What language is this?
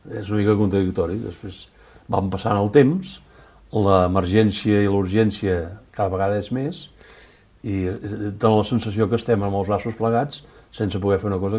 Catalan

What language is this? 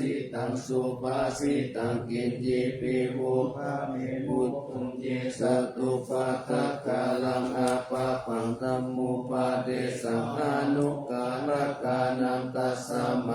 Pali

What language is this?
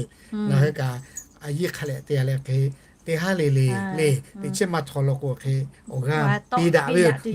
Lahu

